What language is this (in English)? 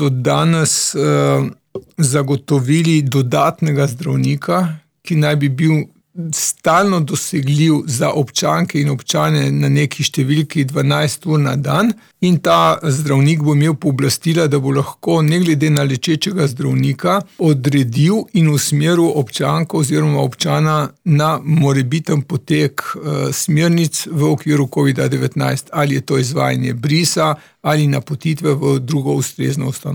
Slovenian